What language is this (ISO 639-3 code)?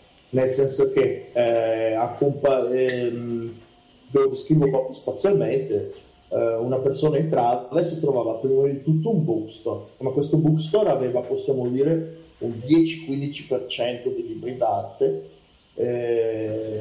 ita